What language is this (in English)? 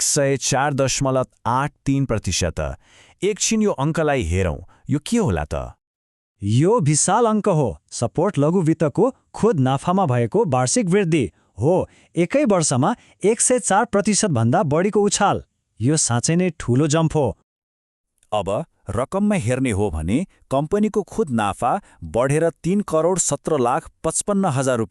Nepali